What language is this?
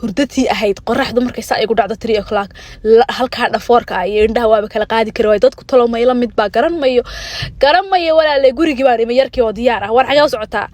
Somali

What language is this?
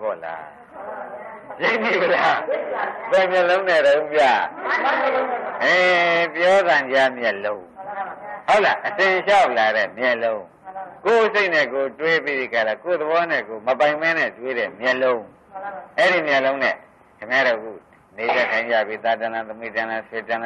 Burmese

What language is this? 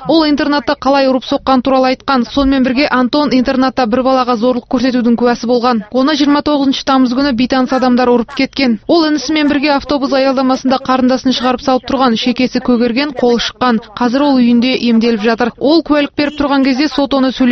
Kazakh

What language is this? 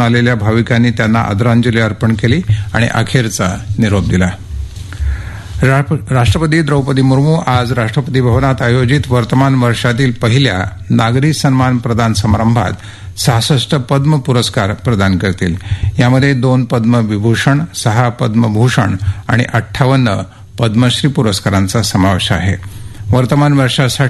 Marathi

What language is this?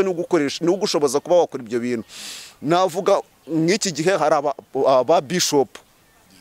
Kinyarwanda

